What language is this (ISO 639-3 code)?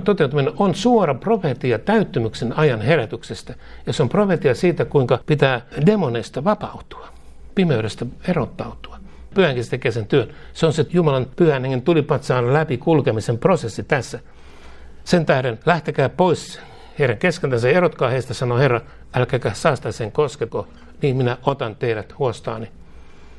fin